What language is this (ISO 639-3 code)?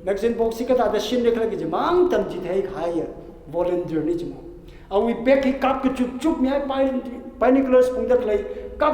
nmf